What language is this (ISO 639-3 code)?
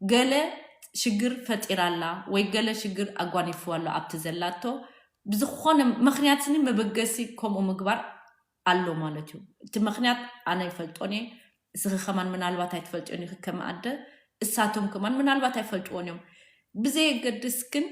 tir